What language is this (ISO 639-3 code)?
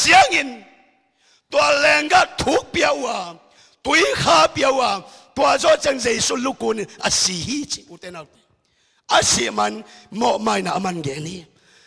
ctd